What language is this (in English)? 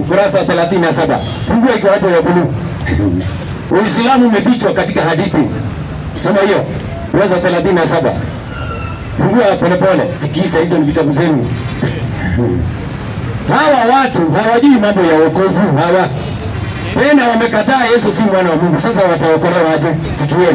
Swahili